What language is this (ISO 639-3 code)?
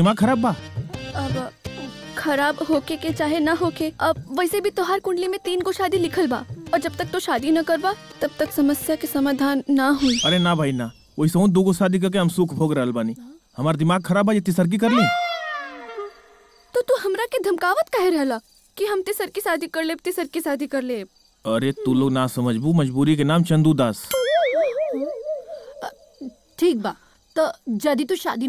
bho